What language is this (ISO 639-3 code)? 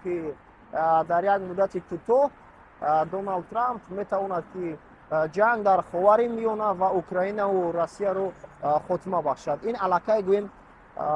tgk